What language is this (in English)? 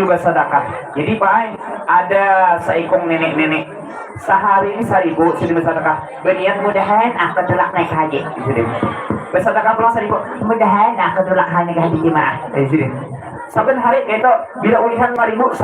Banjar